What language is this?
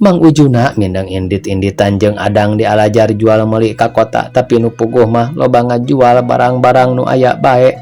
Sundanese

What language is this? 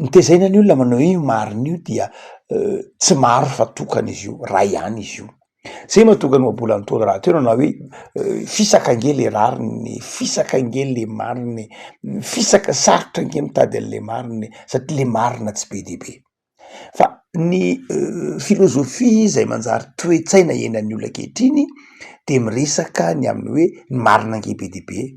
Malagasy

